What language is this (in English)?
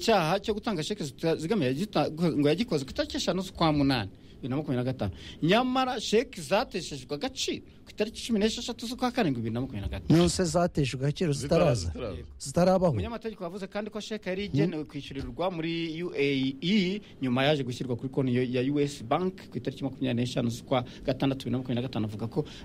Kinyarwanda